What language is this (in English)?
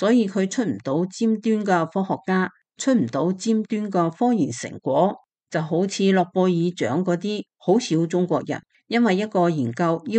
Cantonese